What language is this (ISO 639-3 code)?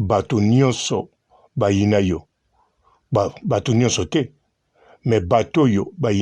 lin